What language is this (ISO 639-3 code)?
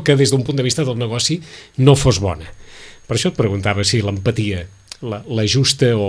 cat